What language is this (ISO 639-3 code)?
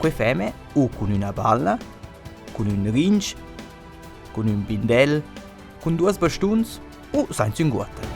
roh